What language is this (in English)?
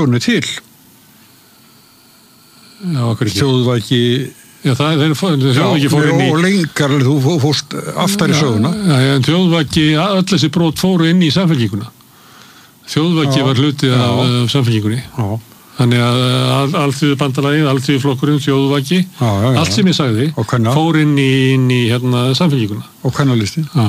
Icelandic